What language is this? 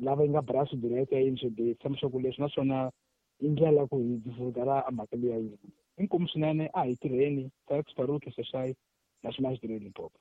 Tsonga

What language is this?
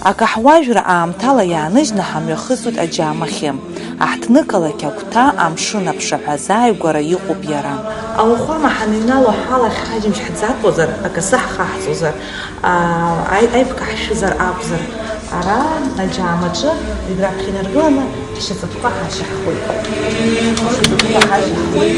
Abkhazian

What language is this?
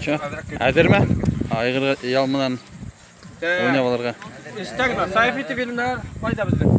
Bashkir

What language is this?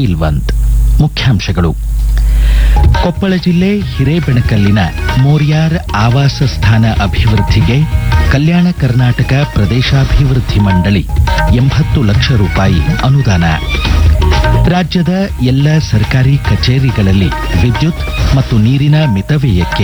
Kannada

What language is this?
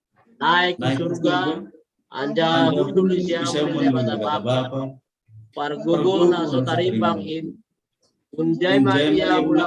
Batak Simalungun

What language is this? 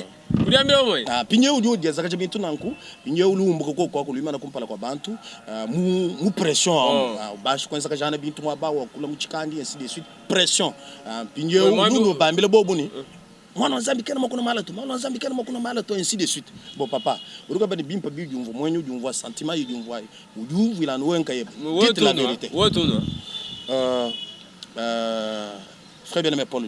Luba-Lulua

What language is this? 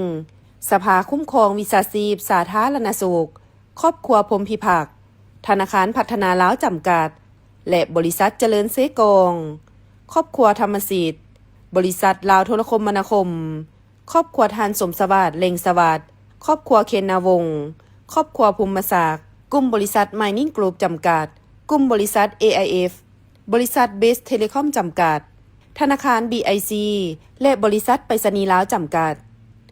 Lao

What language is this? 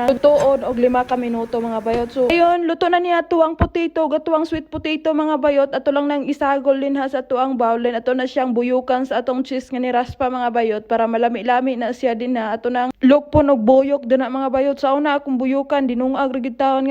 Cebuano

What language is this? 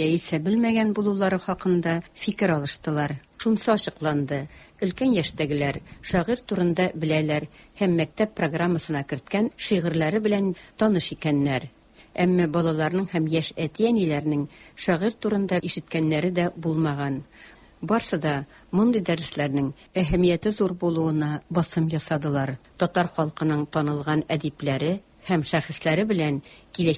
Tatar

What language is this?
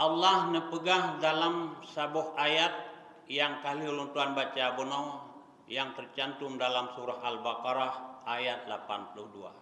Achinese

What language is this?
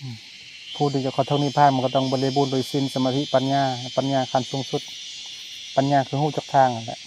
Lao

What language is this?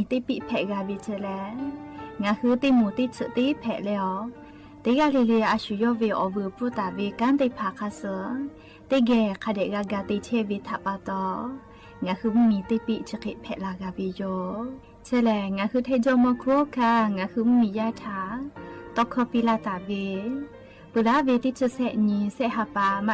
Lahu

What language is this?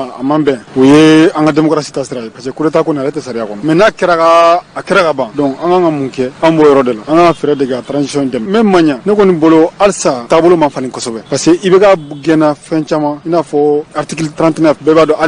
Bambara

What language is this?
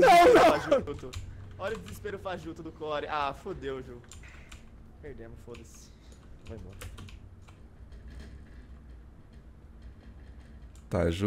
Portuguese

